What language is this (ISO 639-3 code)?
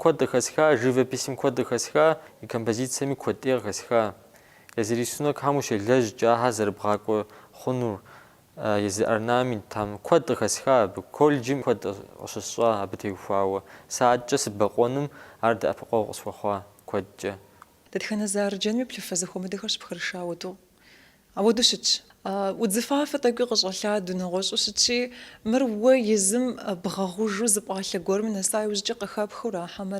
kbd